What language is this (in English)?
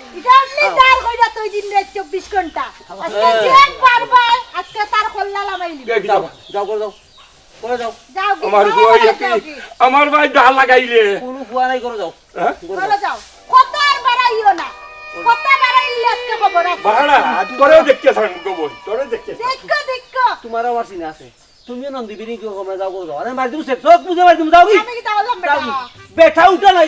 Sylheti